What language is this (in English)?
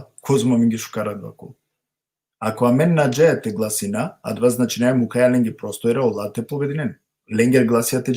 Balkan Romani